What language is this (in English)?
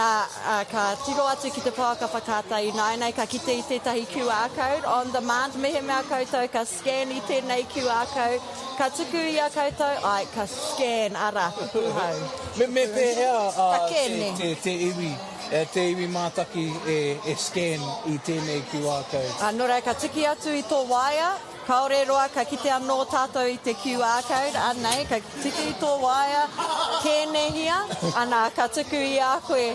Māori